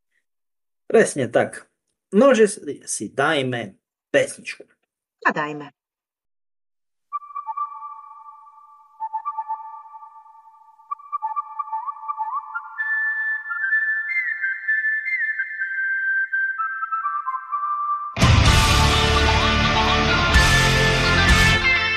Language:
Slovak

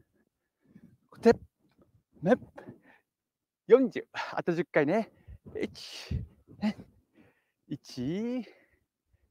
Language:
Japanese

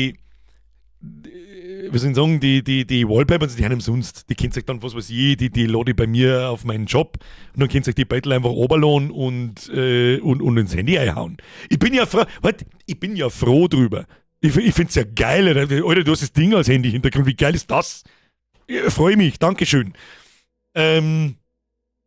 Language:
Bavarian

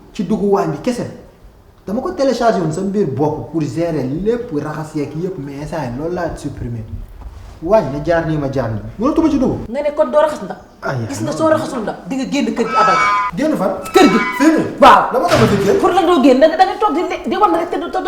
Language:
Wolof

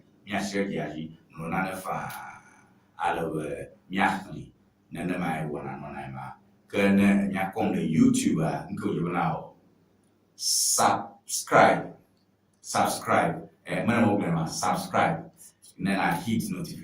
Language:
Ewe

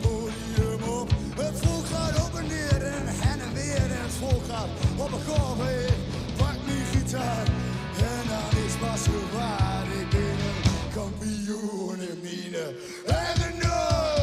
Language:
Western Frisian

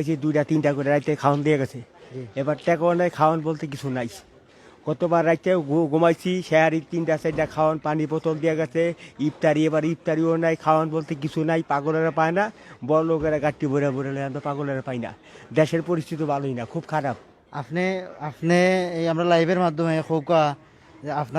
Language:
Sylheti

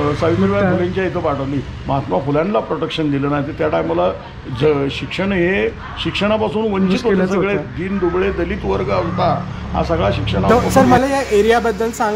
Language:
Marathi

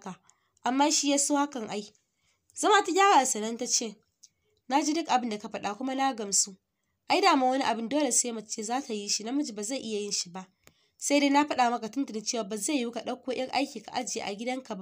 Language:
Hausa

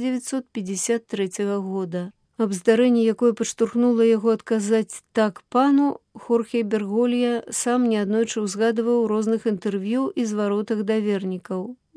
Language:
Belarusian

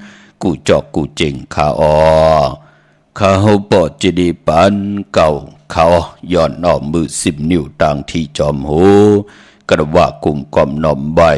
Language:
Shan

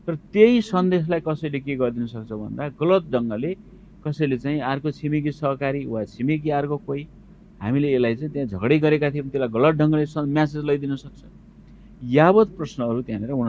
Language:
Nepali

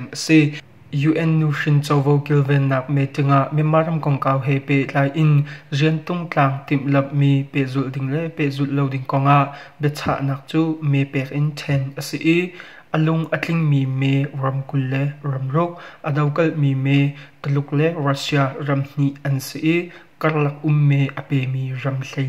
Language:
Hakha Chin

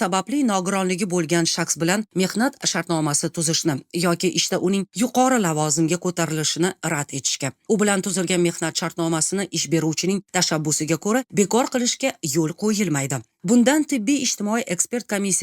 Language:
Uzbek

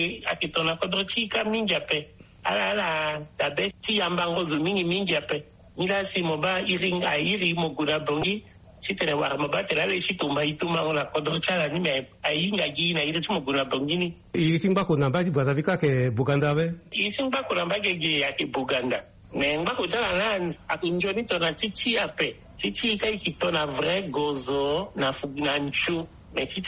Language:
Sango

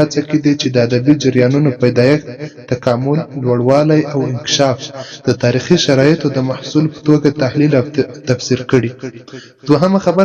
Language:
Pashto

